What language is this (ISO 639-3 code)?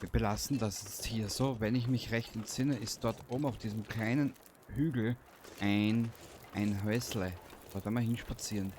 bar